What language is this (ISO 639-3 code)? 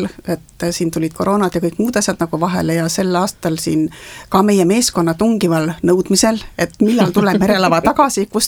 est